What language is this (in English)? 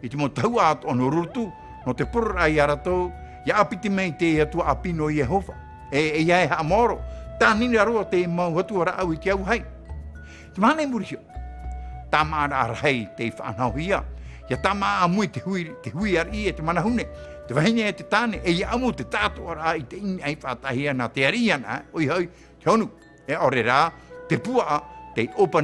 Tahitian